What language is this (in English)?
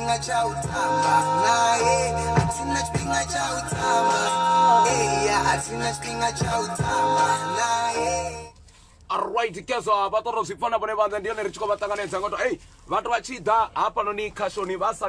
Venda